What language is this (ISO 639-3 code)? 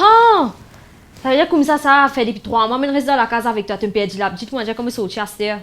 mfe